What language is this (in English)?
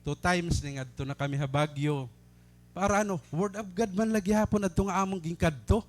Waray